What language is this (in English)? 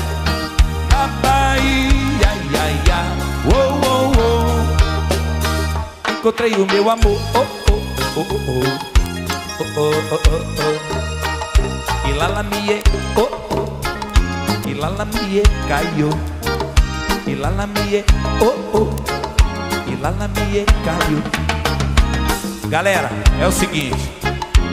Portuguese